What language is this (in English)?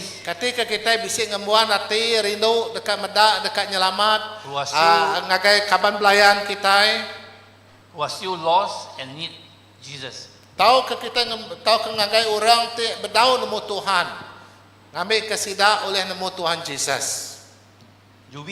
Iban